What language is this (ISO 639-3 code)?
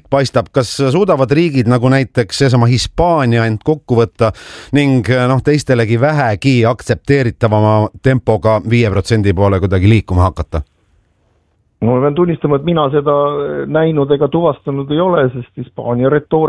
est